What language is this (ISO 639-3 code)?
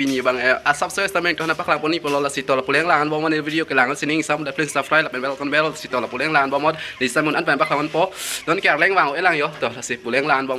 mjw